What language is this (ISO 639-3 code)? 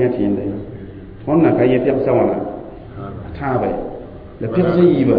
mos